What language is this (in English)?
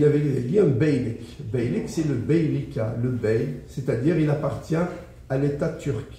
Kabyle